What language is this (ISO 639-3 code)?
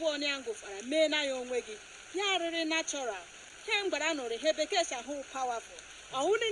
ibo